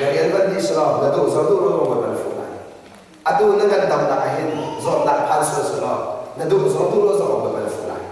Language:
Hakha Chin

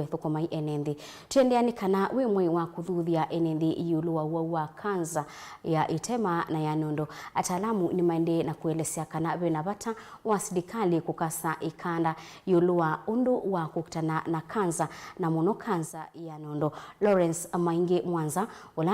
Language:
Kamba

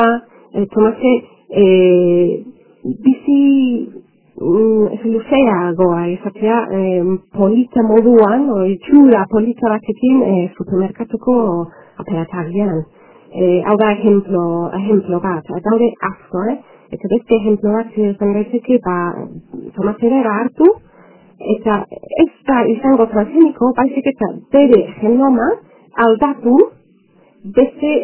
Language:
Basque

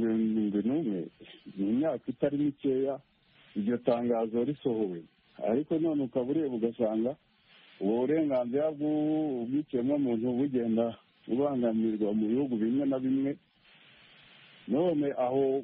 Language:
Kinyarwanda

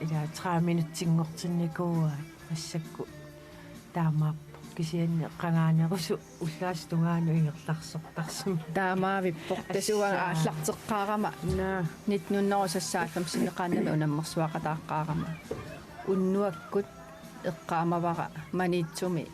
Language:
Kalaallisut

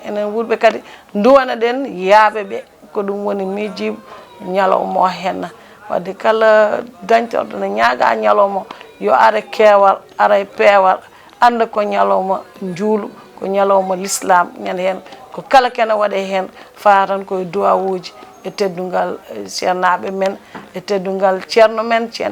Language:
Fula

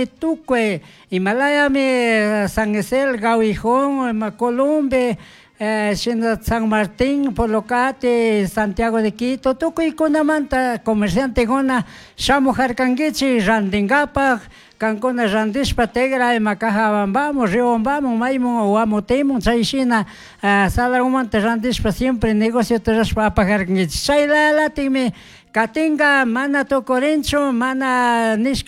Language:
Chimborazo Highland Quichua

